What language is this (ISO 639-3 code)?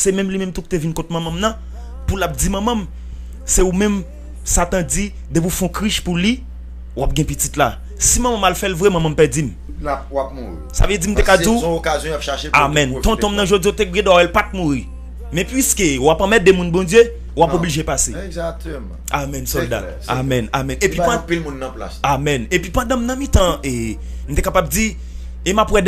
hat